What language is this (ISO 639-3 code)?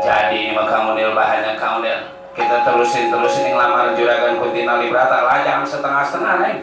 bew